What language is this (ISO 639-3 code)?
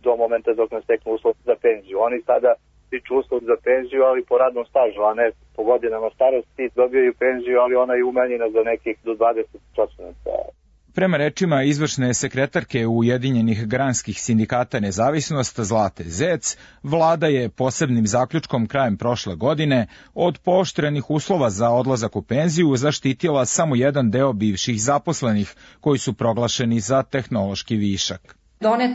srp